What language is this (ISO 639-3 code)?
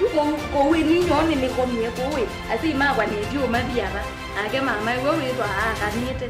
kam